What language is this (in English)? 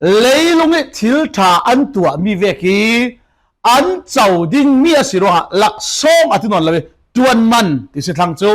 Falam Chin